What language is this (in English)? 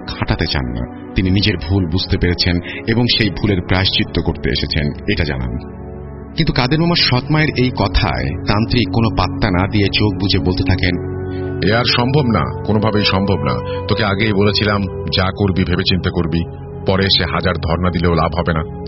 Bangla